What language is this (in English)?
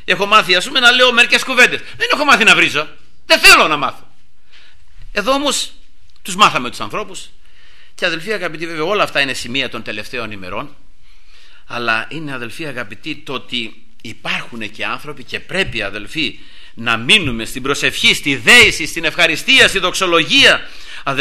Greek